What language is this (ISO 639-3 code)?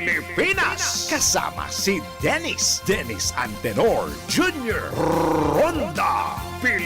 bik